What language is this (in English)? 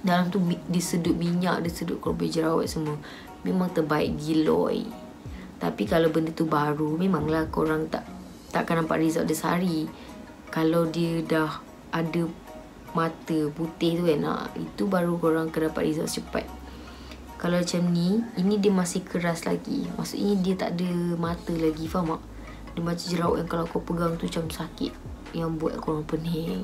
Malay